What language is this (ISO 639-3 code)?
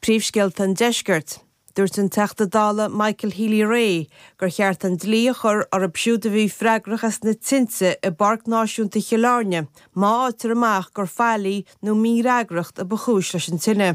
gle